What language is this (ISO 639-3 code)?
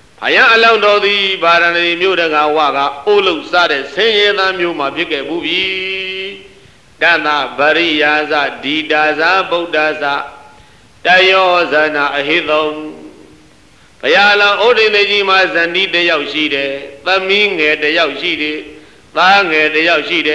mya